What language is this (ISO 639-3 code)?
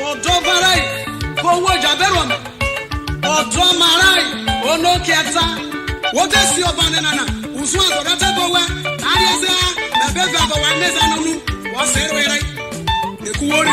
iso